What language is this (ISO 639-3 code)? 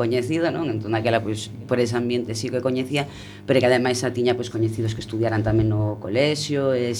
glg